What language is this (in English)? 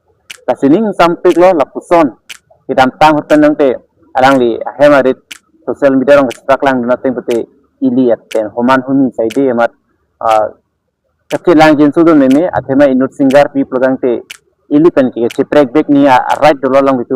Karbi